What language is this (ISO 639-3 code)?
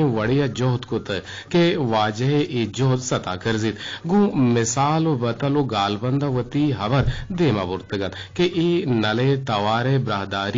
bgp